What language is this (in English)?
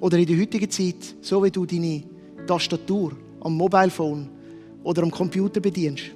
Swiss German